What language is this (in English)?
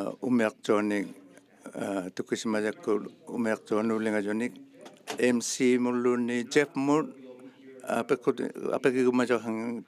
Inuktitut